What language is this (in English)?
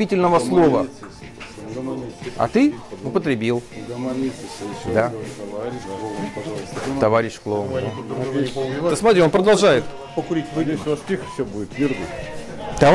Russian